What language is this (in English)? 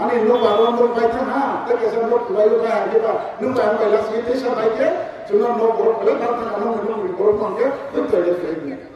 Kok Borok